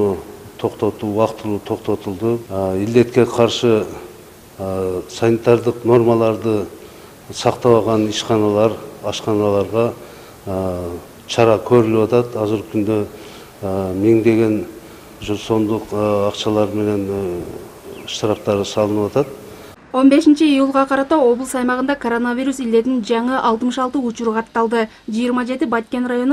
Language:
Kyrgyz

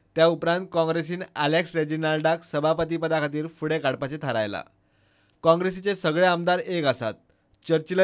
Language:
Konkani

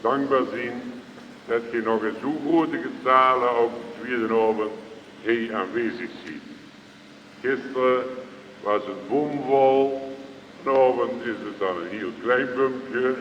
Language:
Limburgish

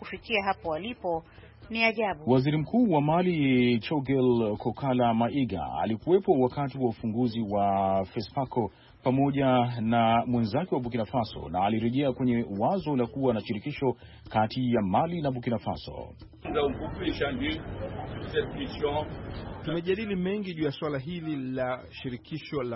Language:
Swahili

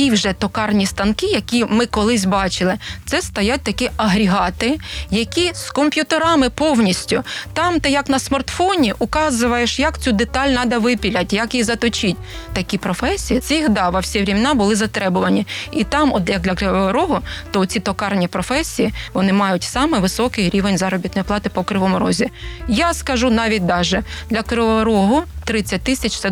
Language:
Ukrainian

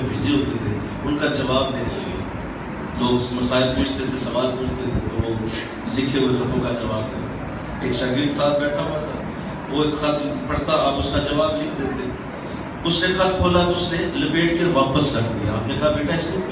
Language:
Urdu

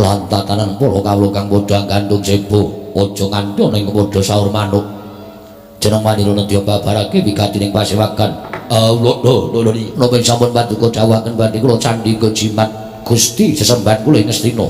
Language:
Javanese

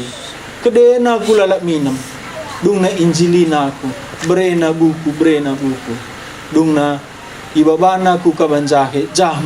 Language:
Batak Karo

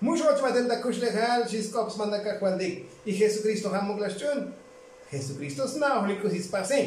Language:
Tzotzil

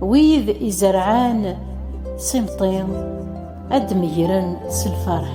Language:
Kabyle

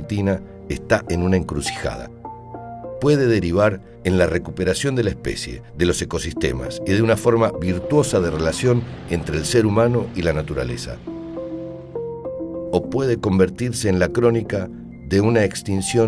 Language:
Spanish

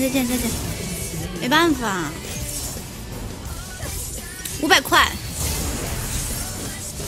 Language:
Chinese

